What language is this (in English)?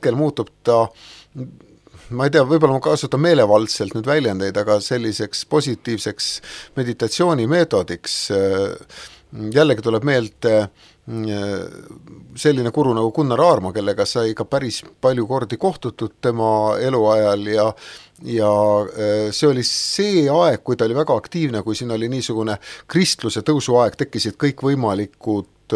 Estonian